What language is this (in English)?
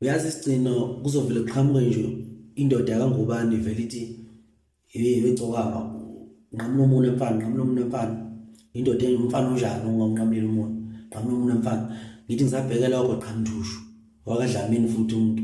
Zulu